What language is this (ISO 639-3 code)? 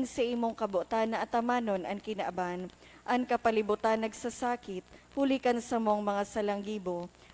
bik